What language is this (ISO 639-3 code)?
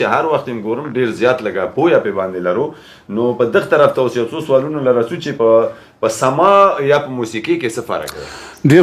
pus